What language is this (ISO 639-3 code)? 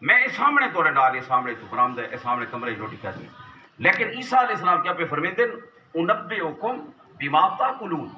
skr